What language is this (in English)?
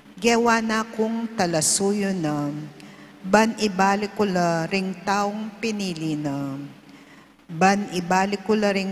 Pampanga